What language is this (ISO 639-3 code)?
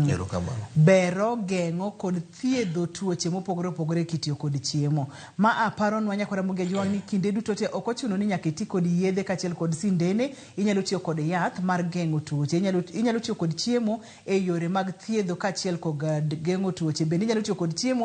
luo